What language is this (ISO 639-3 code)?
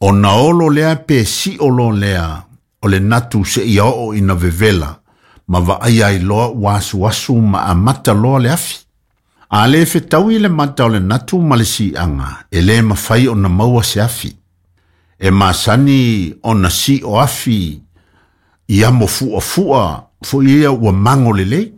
smo